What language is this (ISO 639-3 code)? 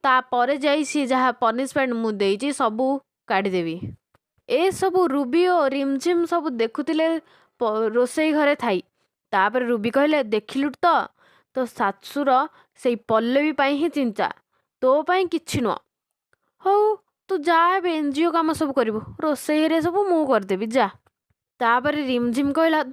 ori